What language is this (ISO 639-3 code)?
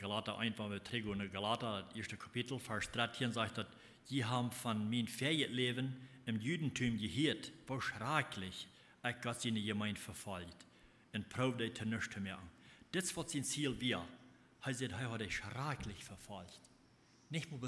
pdt